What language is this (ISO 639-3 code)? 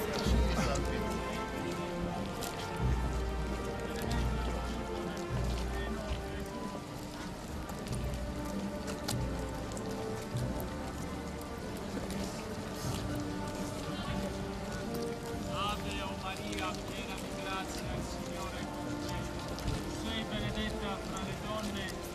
ita